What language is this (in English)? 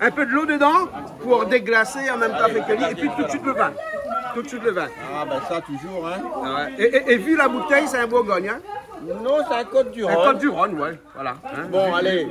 Réunion Creole French